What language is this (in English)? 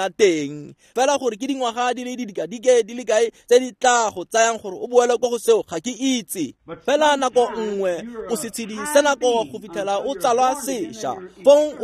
Tswana